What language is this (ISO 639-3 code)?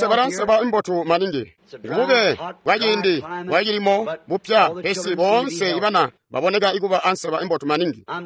toi